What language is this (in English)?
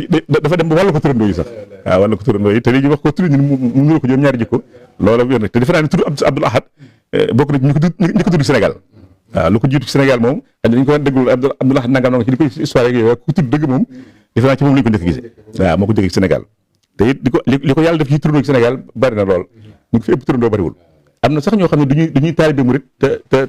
Wolof